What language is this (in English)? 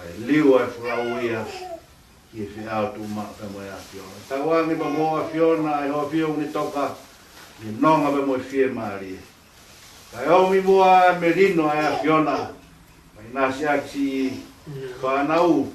Tongan